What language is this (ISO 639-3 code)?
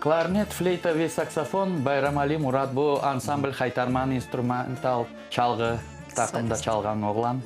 crh